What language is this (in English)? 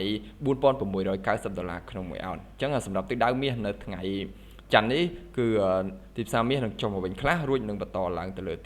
Khmer